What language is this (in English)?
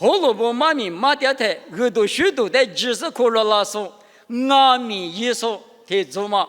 Lisu